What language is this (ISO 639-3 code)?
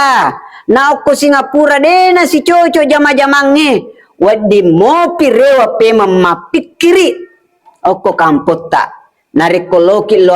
bug